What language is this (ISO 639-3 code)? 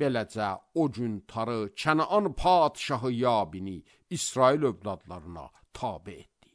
aze